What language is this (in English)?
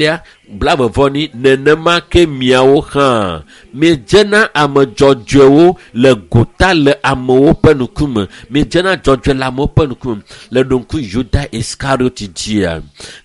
Ewe